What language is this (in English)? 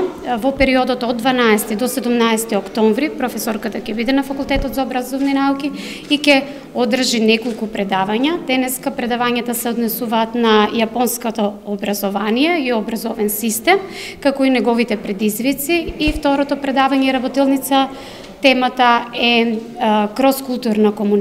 Macedonian